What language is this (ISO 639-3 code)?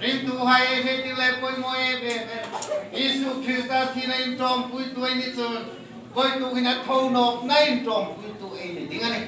hmr